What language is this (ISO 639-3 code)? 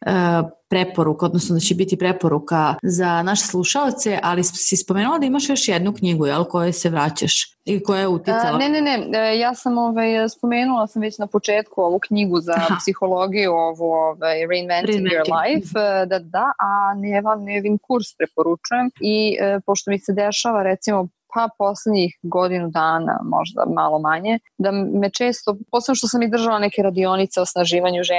srp